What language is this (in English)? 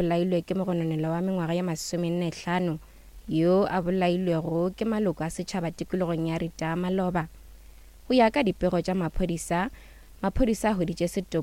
Northern Sotho